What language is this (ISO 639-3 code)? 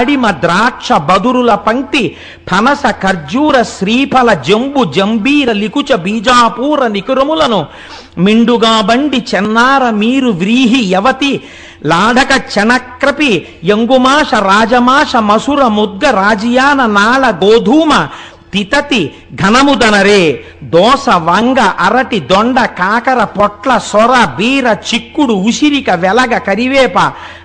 tel